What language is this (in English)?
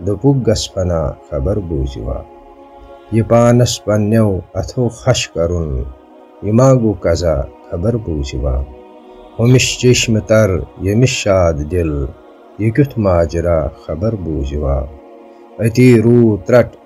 Kashmiri